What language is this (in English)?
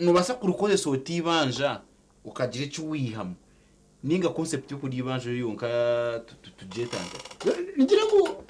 Nyankole